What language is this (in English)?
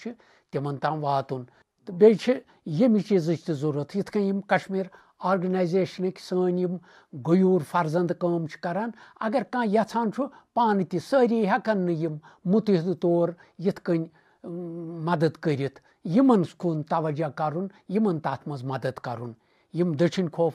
Kashmiri